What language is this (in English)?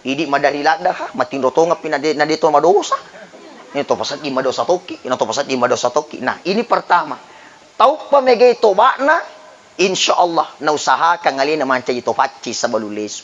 Buginese